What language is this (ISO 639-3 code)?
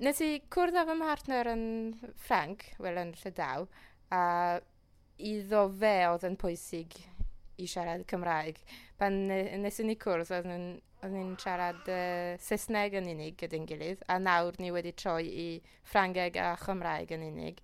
cym